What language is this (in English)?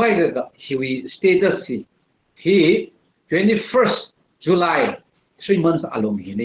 Tangkhul Naga (India)